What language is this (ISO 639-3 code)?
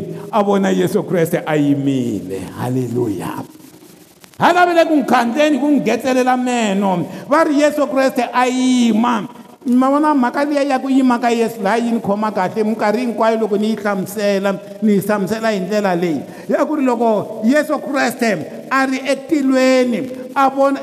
tso